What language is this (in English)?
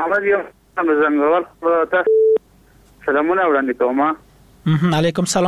Persian